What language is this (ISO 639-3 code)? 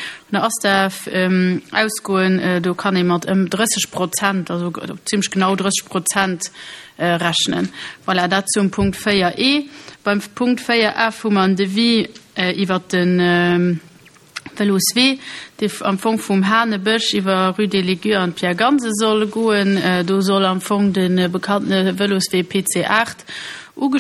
ltz